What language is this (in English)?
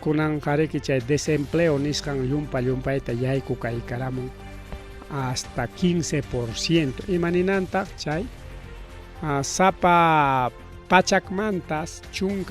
Ayacucho Quechua